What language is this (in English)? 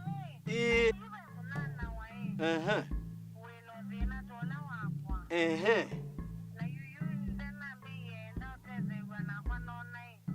Kamba